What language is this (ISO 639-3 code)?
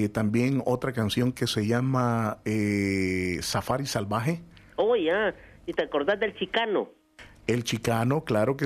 spa